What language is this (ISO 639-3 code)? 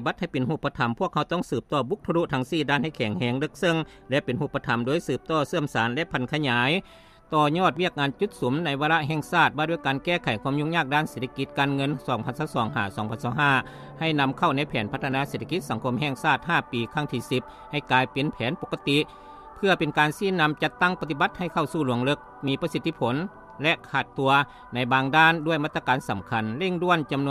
lao